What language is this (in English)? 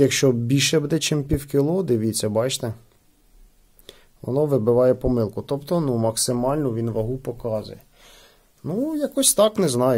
Ukrainian